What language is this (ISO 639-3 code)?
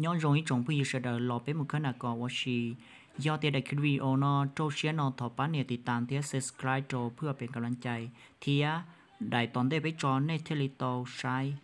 hmn